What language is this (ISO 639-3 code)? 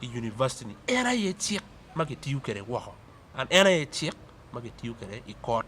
ach